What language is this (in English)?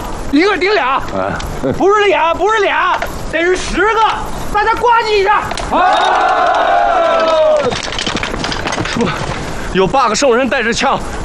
Chinese